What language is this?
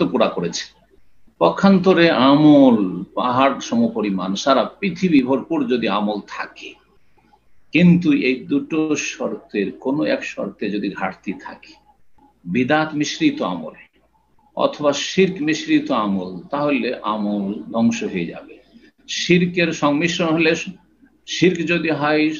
Bangla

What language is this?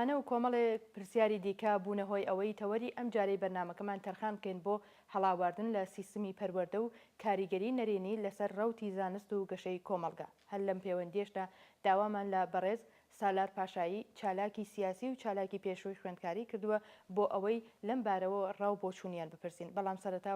Central Kurdish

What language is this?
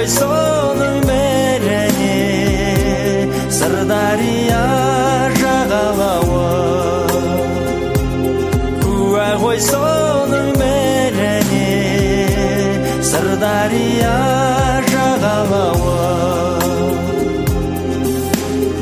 Kazakh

